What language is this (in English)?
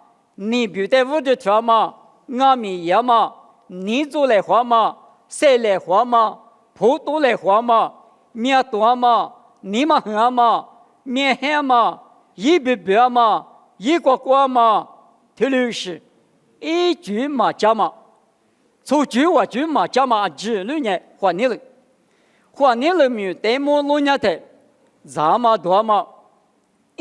Lisu